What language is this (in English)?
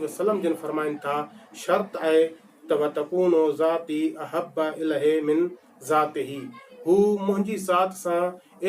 Sindhi